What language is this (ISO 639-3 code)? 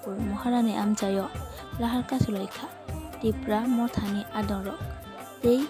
trp